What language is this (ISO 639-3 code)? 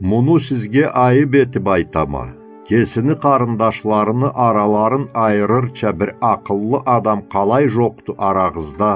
krc